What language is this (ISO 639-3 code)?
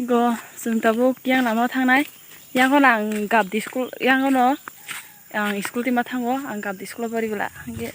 trp